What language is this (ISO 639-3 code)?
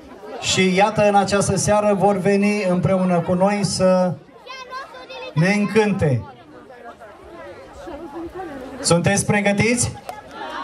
ron